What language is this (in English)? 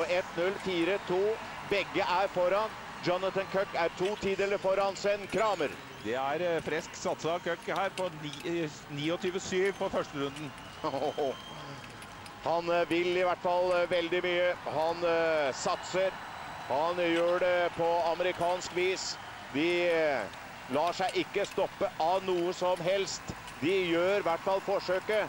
Norwegian